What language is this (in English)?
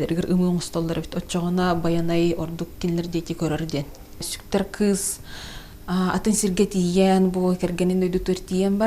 Yakut